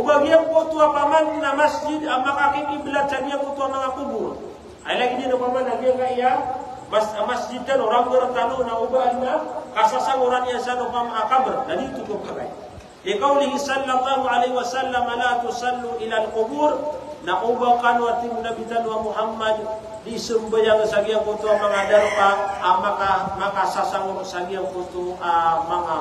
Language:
Maranao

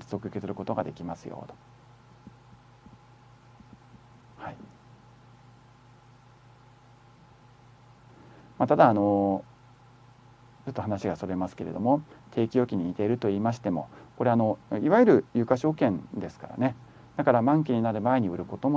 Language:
Japanese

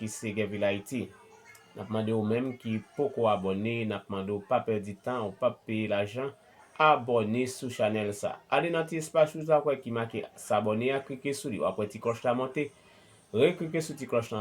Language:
Haitian Creole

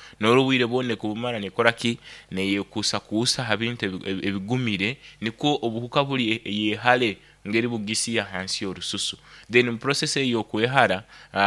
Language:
Nyoro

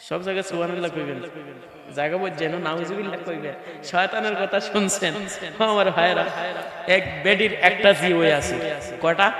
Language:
Sylheti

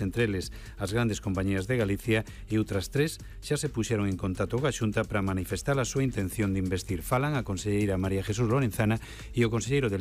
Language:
Galician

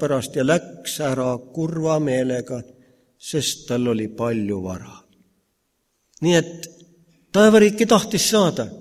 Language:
Estonian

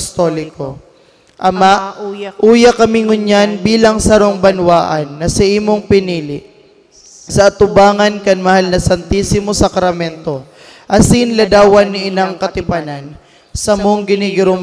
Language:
Bikol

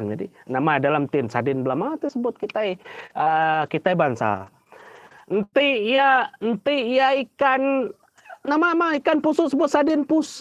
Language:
Iban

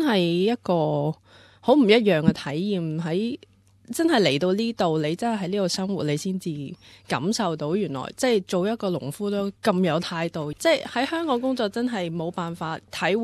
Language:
Cantonese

